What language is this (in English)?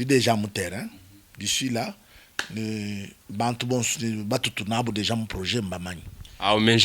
Luba-Lulua